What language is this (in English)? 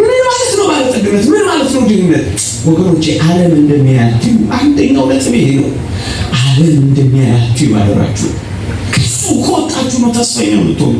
Amharic